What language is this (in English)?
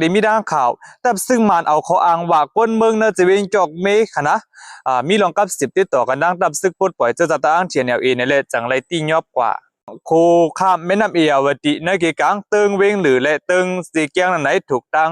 Shan